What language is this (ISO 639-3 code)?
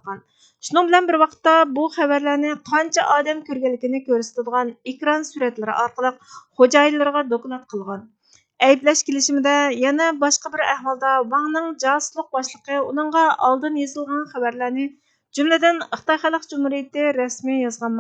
uig